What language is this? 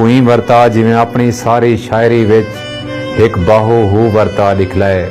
Saraiki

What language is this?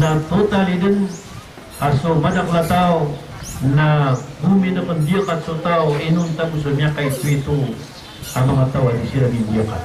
Maranao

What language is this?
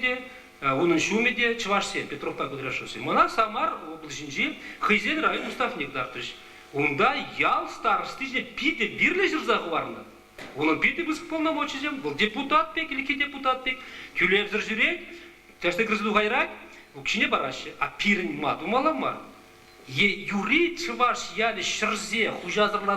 Chuvash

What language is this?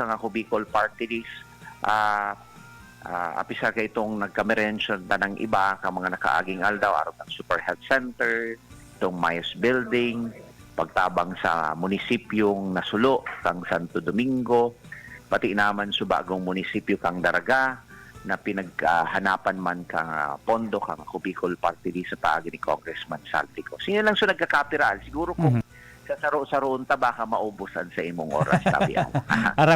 Bikol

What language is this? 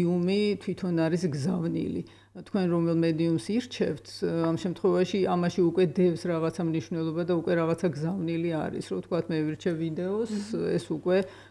Georgian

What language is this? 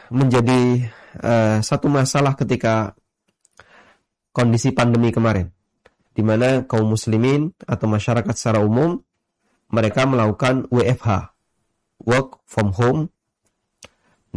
Indonesian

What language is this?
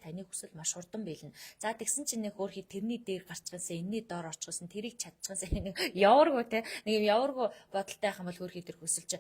Mongolian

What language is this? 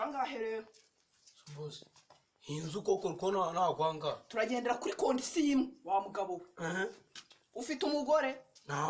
Kinyarwanda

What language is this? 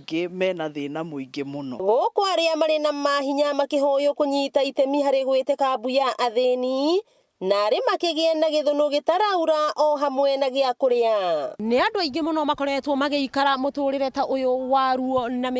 Kikuyu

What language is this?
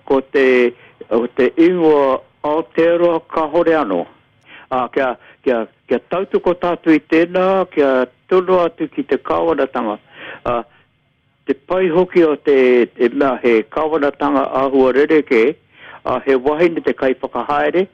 Māori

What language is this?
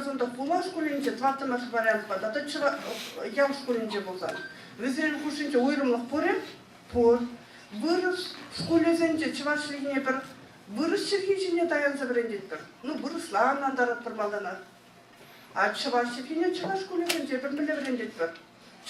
Chuvash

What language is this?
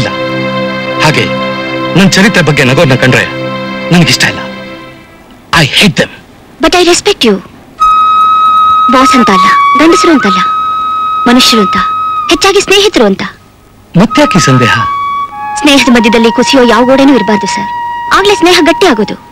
Kannada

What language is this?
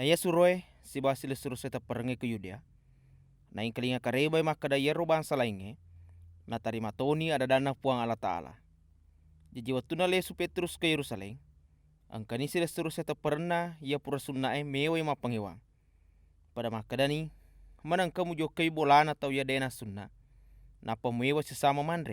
Buginese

